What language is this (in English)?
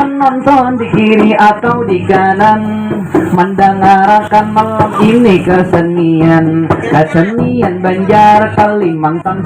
Banjar